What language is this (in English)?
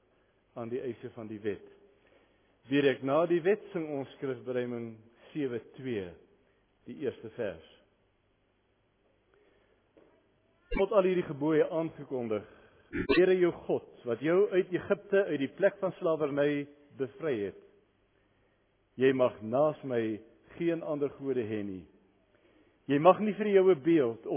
Afrikaans